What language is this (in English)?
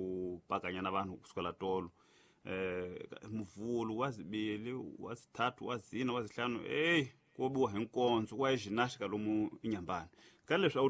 Tsonga